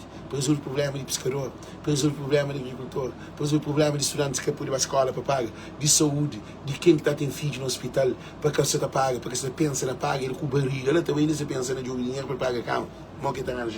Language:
Kabuverdianu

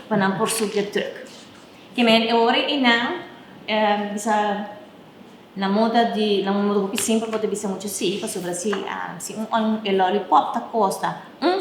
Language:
Papiamento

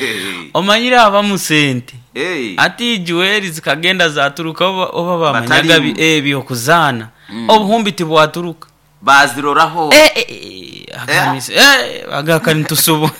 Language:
Nyoro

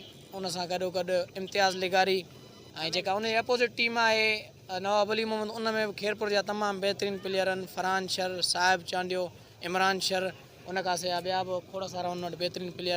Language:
Sindhi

